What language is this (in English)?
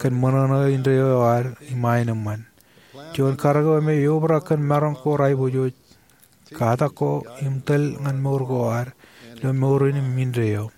Marshallese